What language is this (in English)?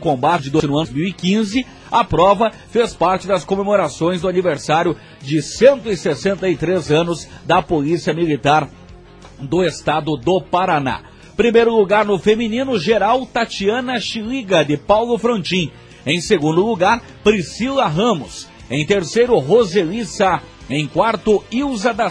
Portuguese